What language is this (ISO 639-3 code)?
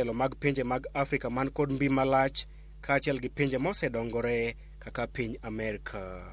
luo